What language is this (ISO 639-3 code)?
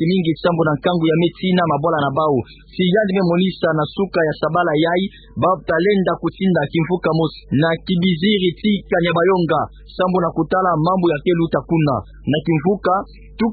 ktu